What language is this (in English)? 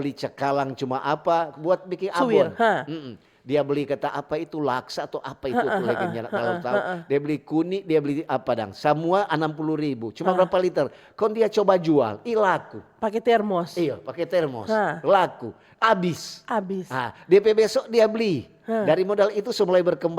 Manado Malay